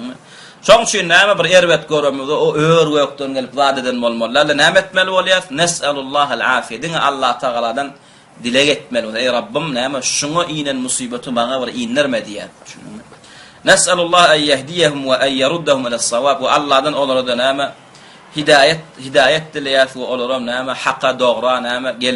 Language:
Turkmen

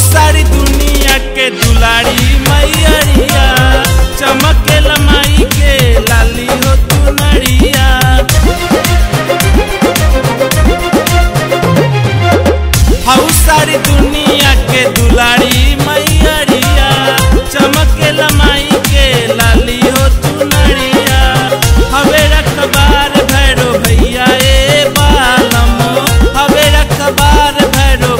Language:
Bhojpuri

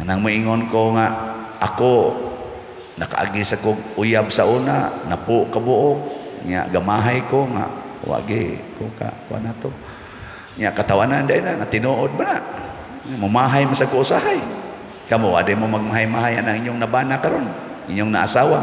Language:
Cebuano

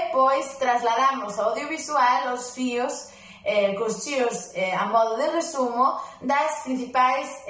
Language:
Galician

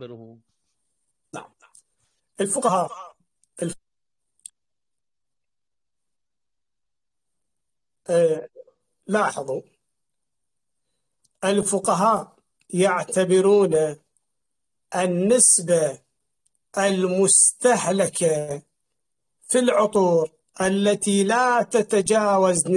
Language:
Arabic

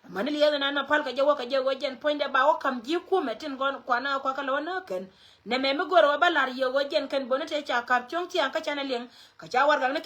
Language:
Nuer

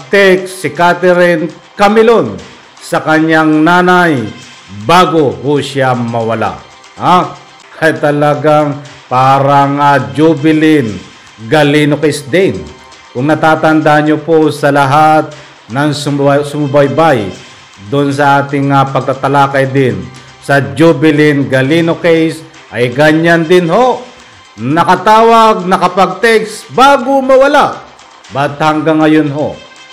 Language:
Filipino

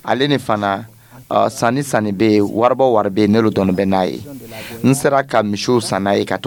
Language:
Dyula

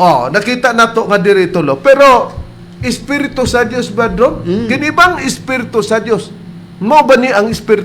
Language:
Cebuano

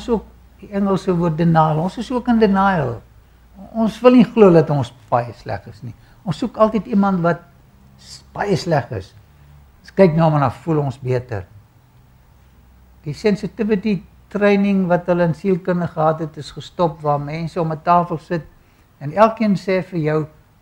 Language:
Afrikaans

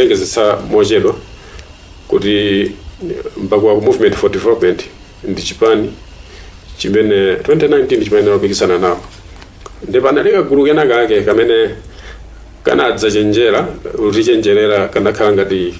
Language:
Nyanja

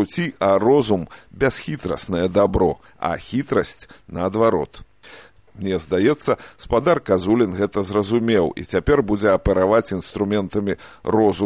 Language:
Belarusian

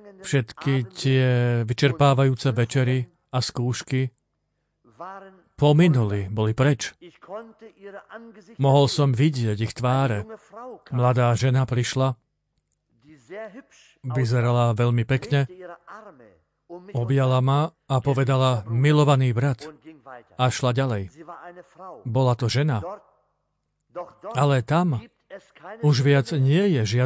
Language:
Slovak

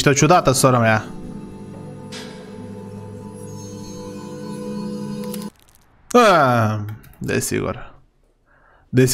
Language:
Romanian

